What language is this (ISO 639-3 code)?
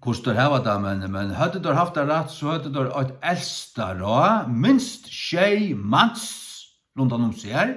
fao